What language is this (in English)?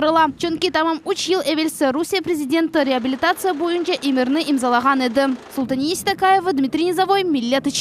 Crimean Tatar